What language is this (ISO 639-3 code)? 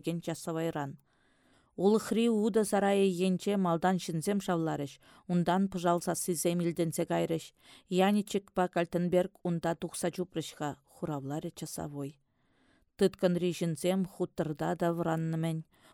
chv